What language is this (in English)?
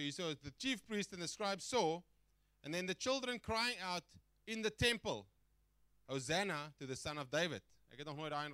Afrikaans